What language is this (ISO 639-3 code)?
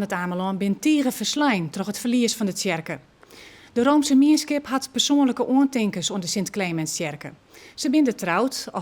fry